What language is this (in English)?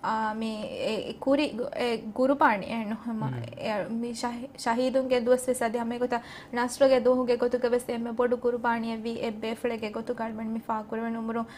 Divehi